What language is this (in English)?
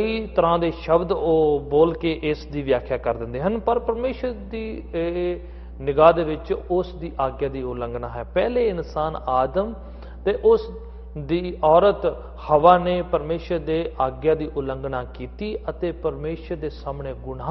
Punjabi